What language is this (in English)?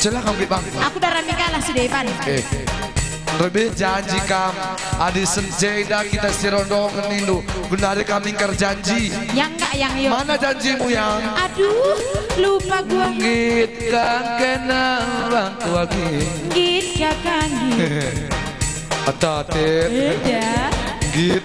Batak Karo